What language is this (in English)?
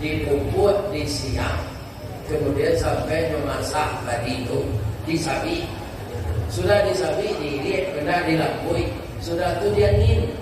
Minangkabau